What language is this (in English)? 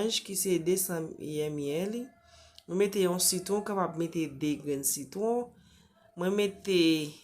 Haitian Creole